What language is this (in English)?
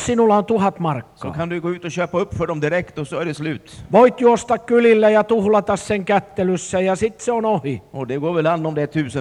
Swedish